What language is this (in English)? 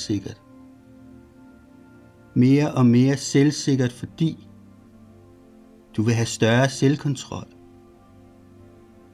Danish